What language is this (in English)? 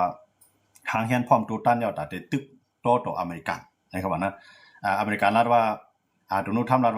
Shan